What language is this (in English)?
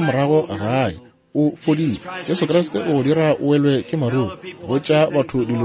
Northern Sotho